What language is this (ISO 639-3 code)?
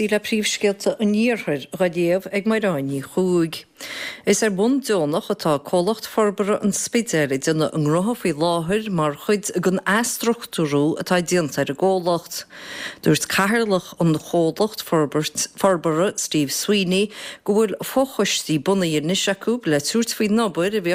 gle